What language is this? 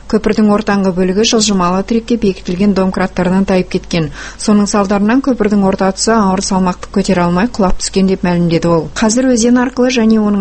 Kazakh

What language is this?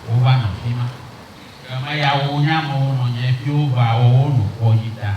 Ewe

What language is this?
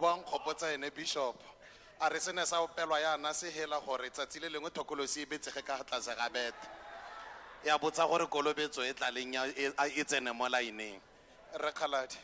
Tswana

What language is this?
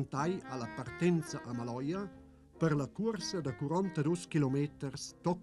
Romansh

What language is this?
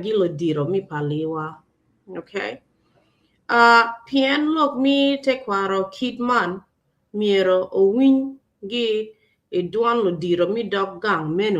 Acoli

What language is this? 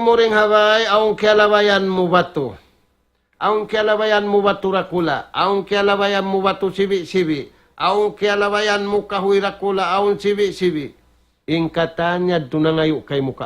Tausug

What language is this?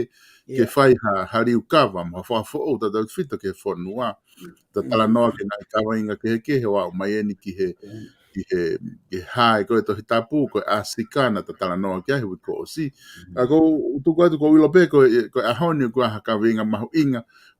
Tongan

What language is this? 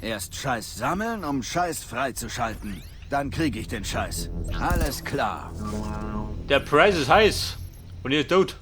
Bavarian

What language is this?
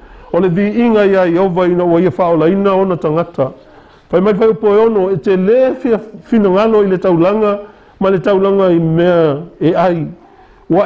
Samoan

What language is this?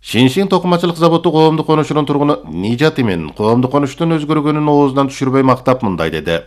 Kyrgyz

